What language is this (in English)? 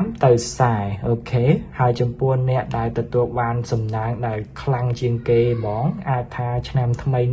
Khmer